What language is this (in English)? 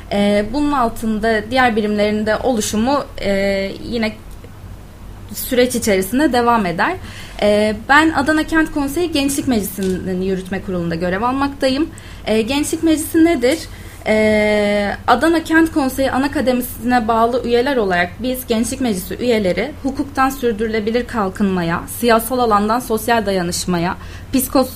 Turkish